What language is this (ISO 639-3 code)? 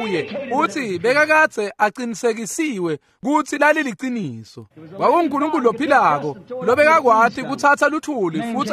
ssw